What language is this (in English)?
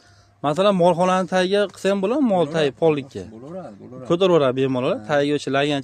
Uzbek